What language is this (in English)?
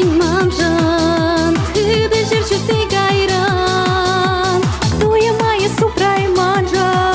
Chuvash